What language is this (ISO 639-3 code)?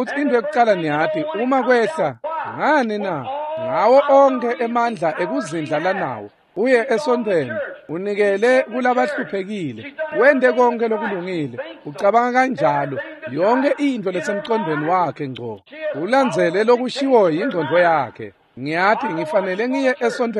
ssw